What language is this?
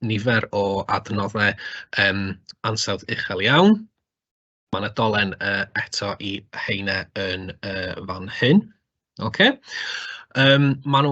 Welsh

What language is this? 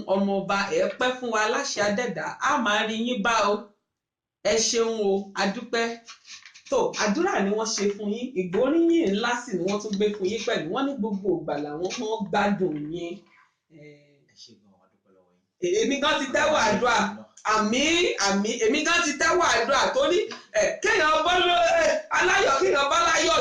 Yoruba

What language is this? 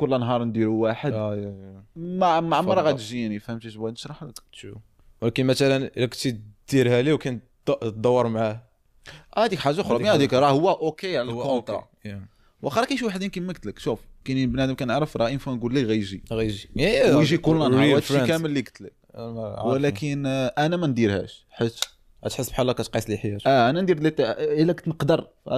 Moroccan Arabic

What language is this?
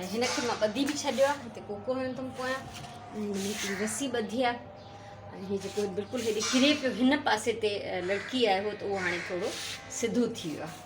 Sindhi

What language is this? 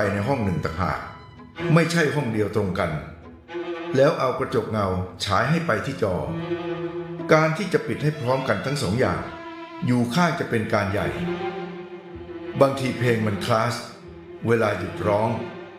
Thai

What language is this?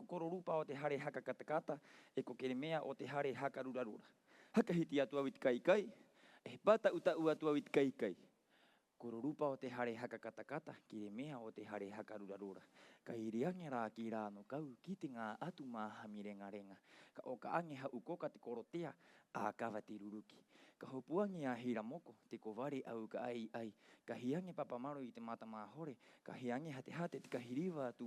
Rapanui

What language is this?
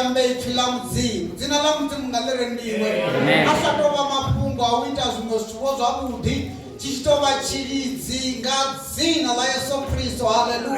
Venda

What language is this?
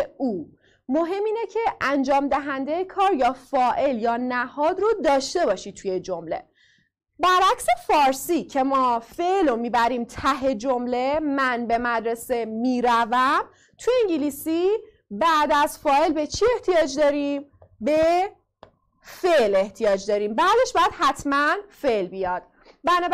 Persian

